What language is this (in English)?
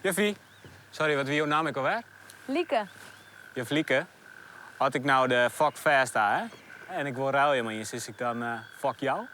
Western Frisian